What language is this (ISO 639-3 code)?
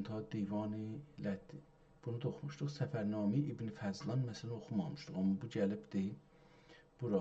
azb